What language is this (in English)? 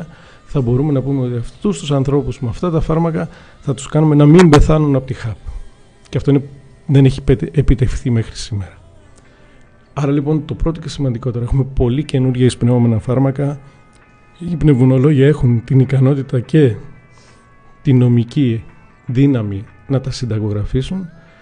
Greek